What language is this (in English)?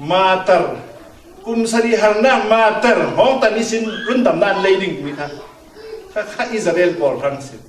Falam Chin